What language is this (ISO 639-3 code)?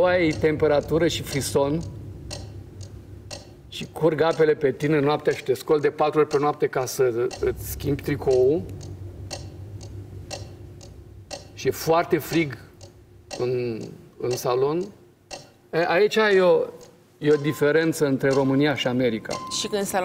ron